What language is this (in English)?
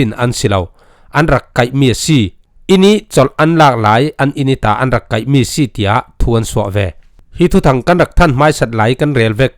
Falam Chin